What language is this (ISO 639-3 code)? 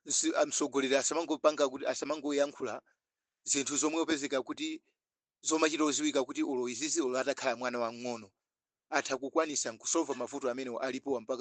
nya